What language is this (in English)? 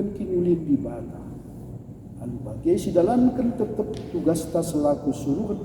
Batak Karo